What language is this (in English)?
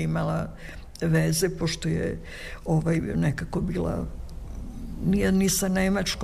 Serbian